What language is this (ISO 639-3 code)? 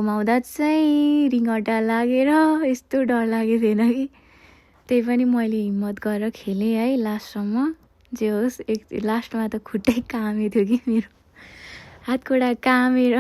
nep